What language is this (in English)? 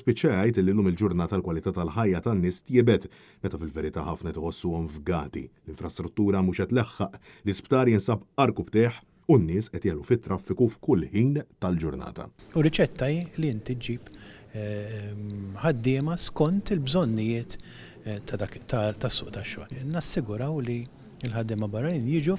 Maltese